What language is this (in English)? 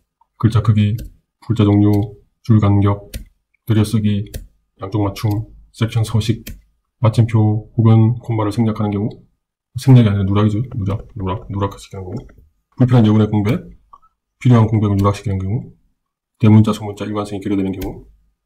Korean